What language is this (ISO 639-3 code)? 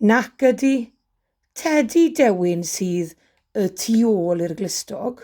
cym